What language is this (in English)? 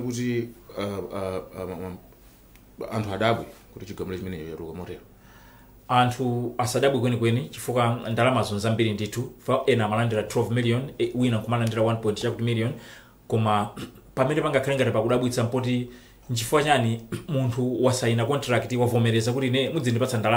Nyanja